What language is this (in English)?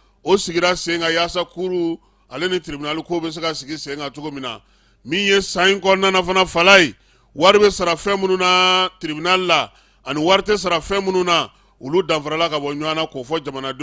Bambara